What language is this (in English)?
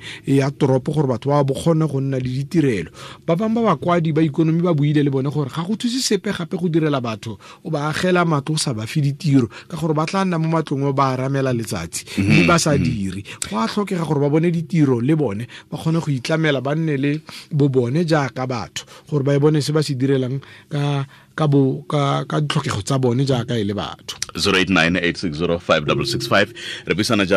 Tswana